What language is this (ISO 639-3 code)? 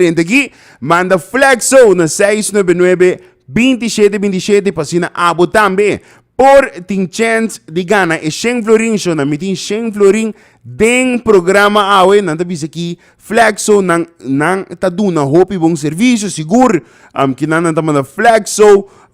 pap